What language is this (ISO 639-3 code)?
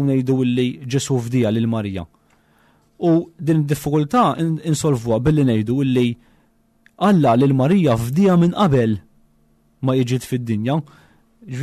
mlt